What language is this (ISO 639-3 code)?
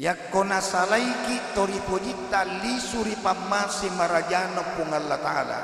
bug